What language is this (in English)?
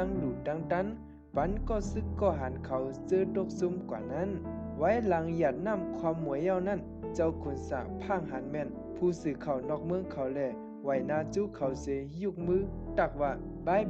Shan